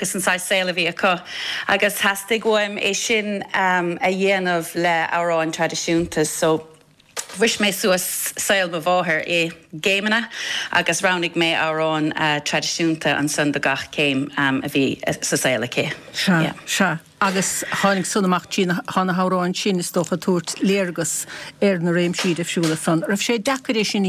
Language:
Irish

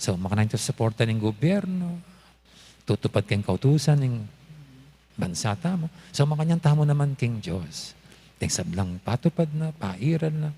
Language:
Pampanga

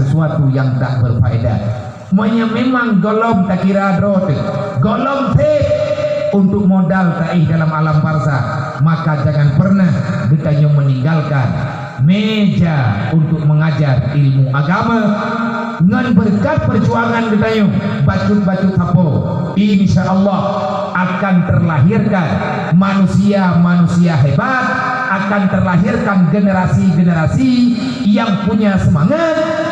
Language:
Achinese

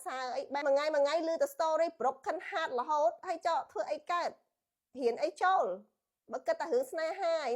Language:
Khmer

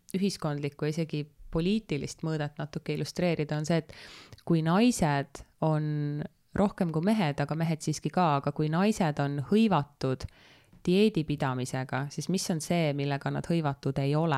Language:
Estonian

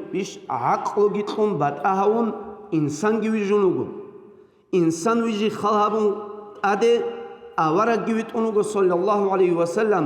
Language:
Avaric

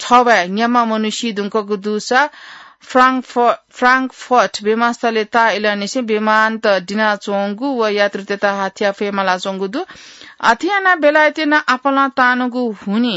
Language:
Newari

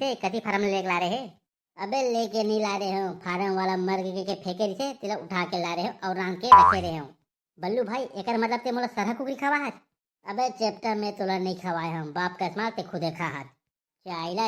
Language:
Chhattisgarhi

